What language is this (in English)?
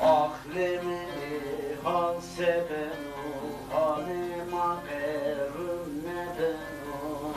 Zaza